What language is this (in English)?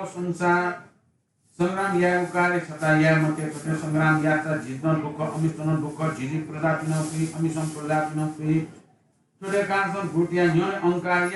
Newari